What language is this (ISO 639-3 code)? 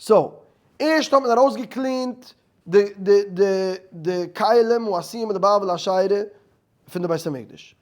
yid